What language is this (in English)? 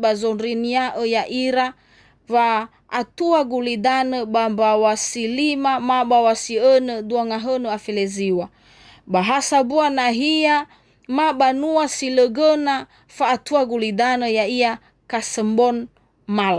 Nias